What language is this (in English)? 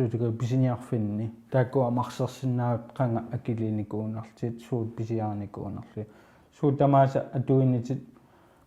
Kalaallisut